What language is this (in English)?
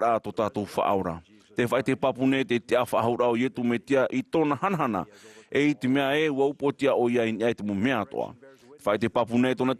Tahitian